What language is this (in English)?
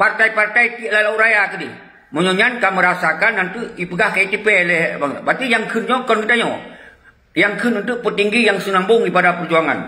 Achinese